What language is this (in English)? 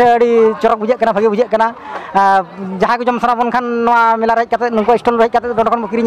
Santali